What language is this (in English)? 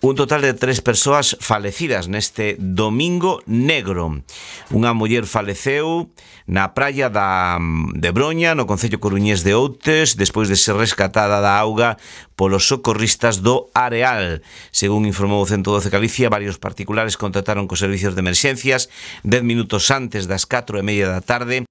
Galician